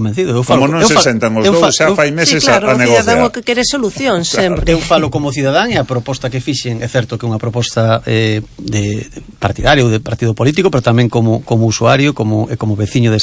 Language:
Galician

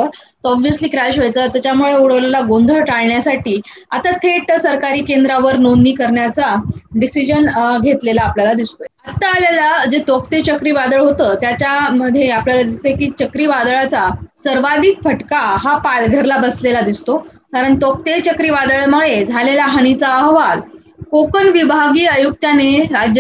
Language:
Marathi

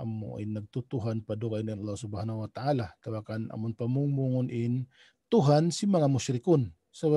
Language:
Tausug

